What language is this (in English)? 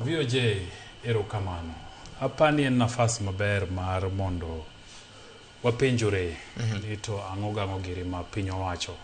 Luo (Kenya and Tanzania)